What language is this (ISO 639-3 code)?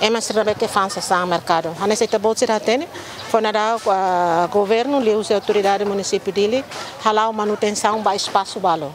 tet